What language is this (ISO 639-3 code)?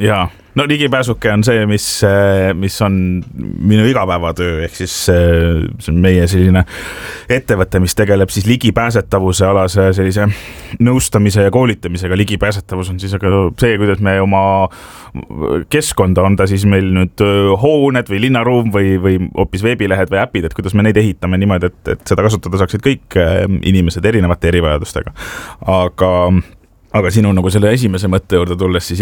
est